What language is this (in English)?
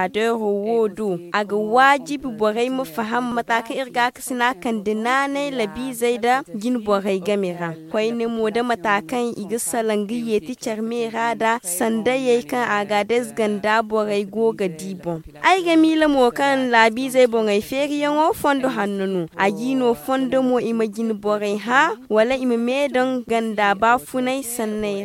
Zarma